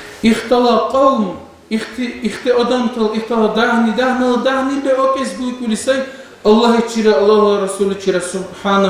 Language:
Dargwa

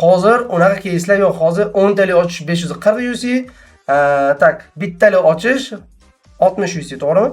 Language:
Uzbek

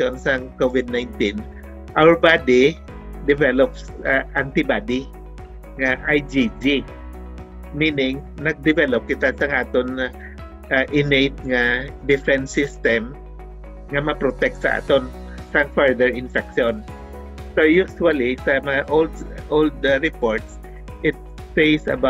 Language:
Hiligaynon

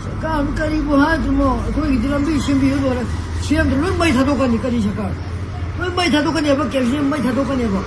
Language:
Manipuri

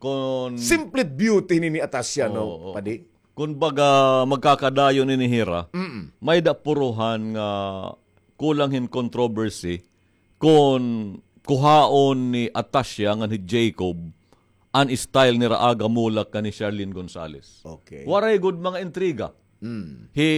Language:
Waray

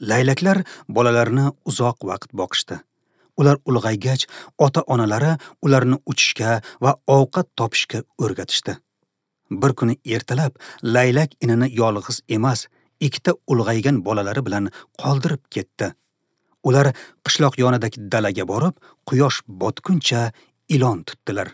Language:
Uzbek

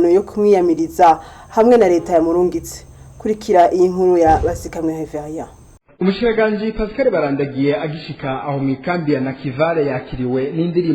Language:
Rundi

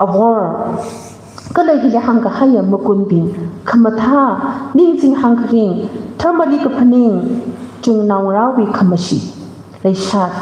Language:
Tangkhul Naga (India)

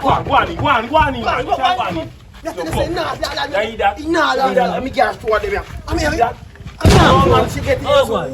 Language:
Jamaican Creole English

